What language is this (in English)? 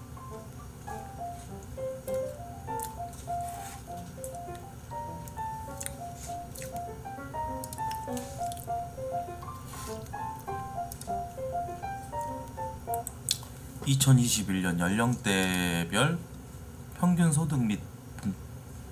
Korean